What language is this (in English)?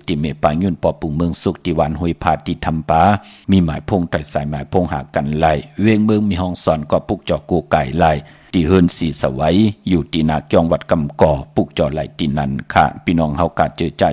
Shan